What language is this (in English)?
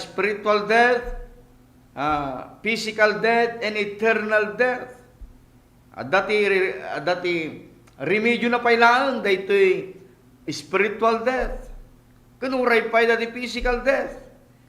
Iloko